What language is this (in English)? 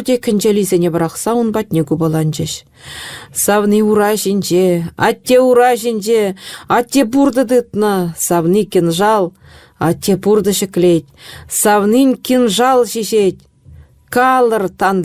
Chuvash